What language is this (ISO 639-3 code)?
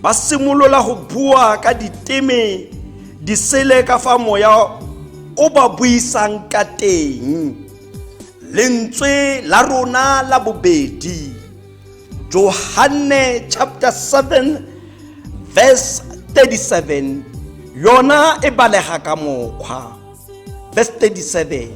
tsn